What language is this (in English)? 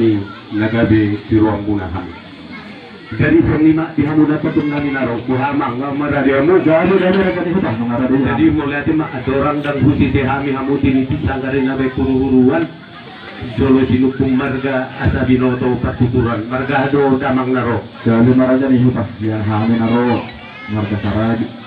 Batak Toba